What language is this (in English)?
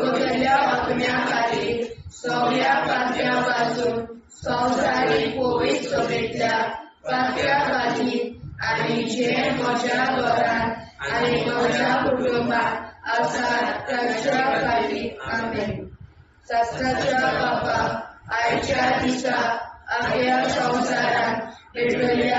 Konkani